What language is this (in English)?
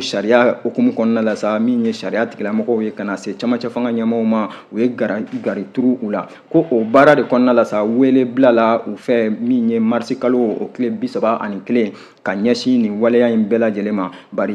Bambara